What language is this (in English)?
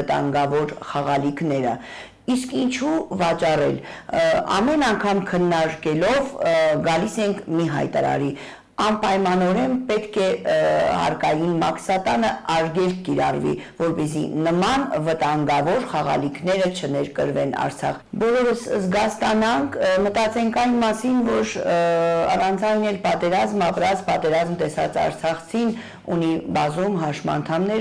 Armenian